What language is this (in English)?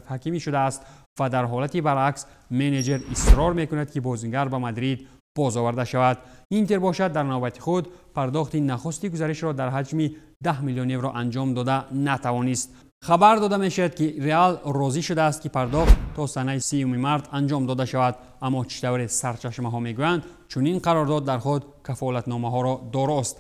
Tajik